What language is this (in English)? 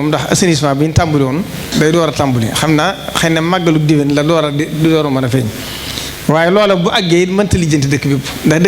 Wolof